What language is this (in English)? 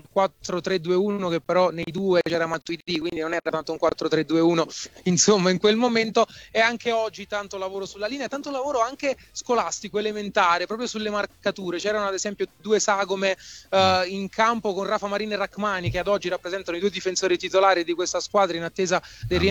Italian